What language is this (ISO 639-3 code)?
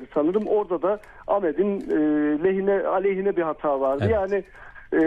tur